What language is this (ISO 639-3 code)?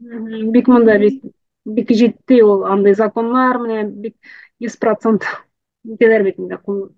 tat